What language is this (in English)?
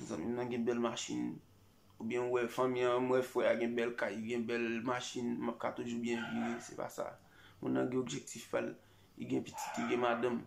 Haitian Creole